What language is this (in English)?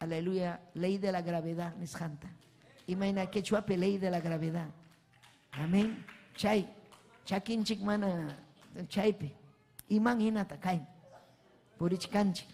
Ayacucho Quechua